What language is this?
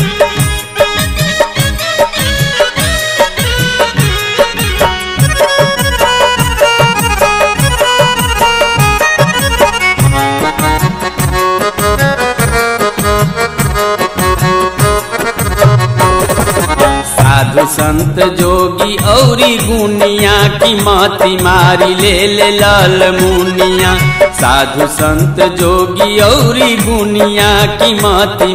Bhojpuri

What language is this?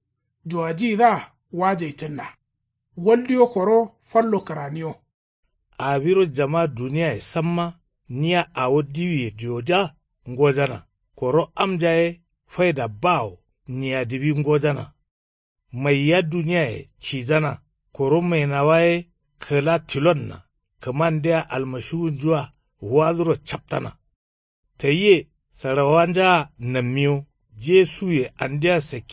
Kanuri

